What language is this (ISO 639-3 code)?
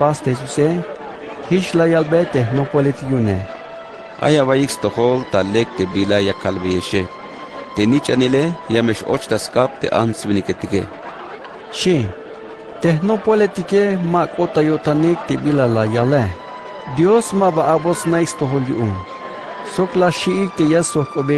tzh